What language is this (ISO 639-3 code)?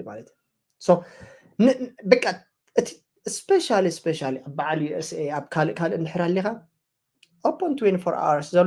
tir